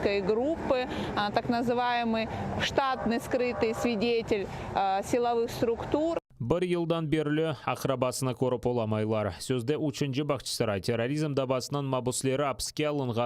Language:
Crimean Tatar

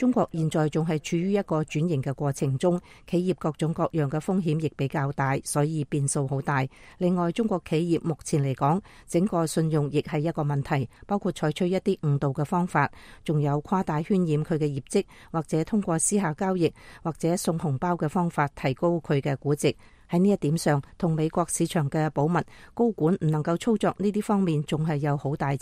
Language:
Cantonese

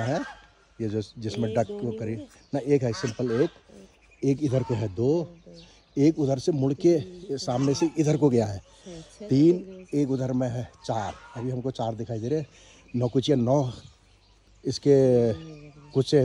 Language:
Hindi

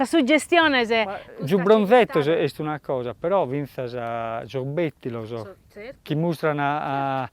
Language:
Sardinian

